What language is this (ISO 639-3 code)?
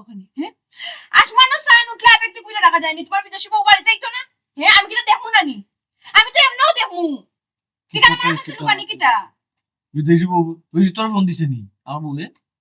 syl